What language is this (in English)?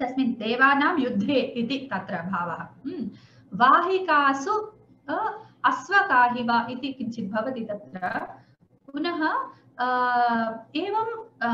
Sanskrit